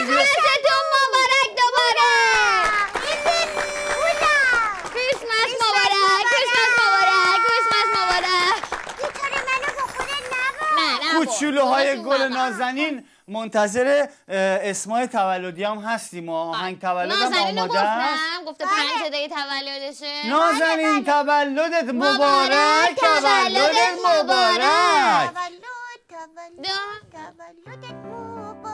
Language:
Persian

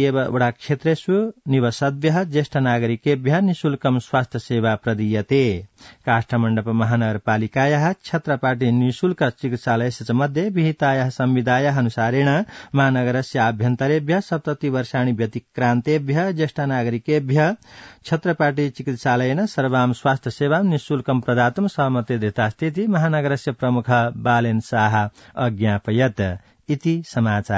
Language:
Sanskrit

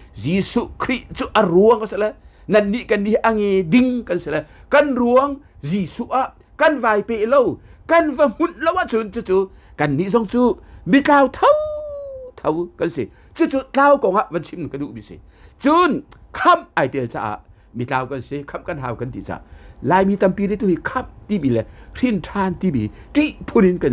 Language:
Hakha Chin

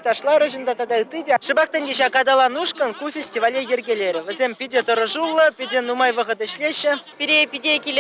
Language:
Chuvash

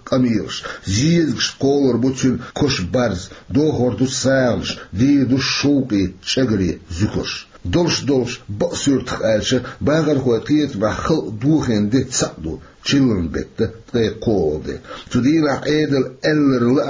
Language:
Chechen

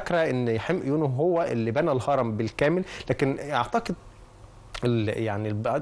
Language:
Egyptian Arabic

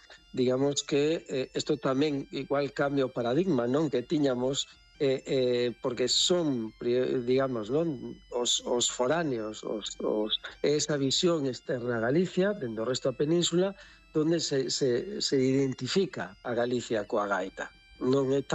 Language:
Galician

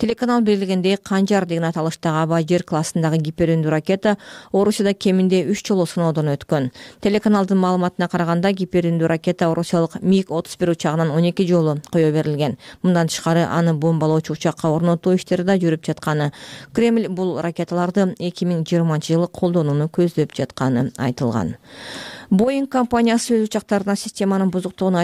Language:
Kyrgyz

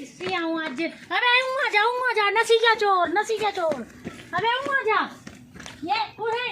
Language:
Dogri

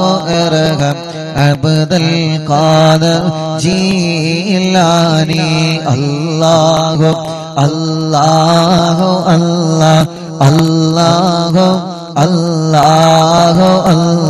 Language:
Malayalam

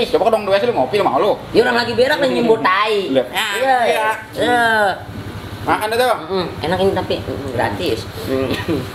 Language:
Betawi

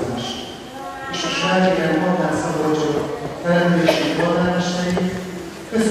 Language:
Hungarian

